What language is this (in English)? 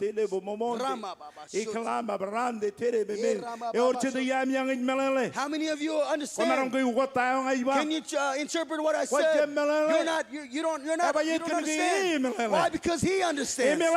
Marshallese